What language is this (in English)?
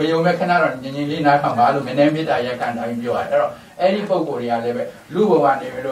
Burmese